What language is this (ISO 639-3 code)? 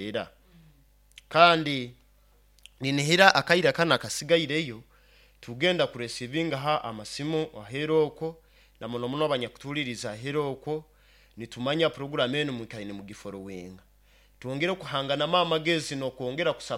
nyo